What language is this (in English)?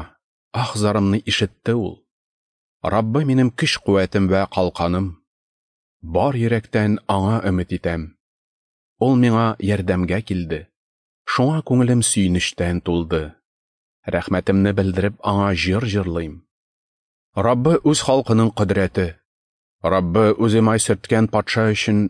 Tatar